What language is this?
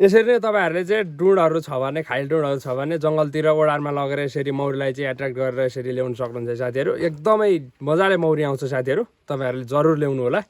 Nepali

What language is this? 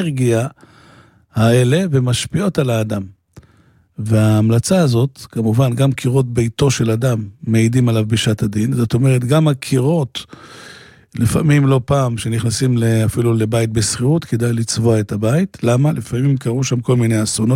Hebrew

